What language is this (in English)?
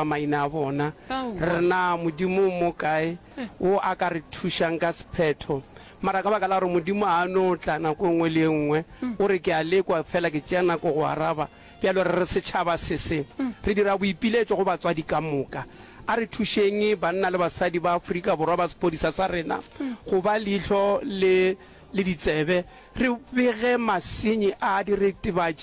Northern Sotho